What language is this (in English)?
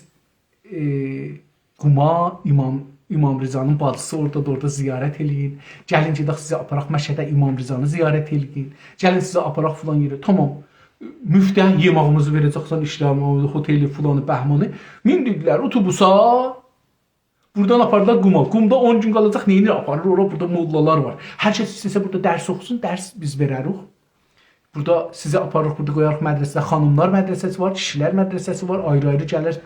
South Azerbaijani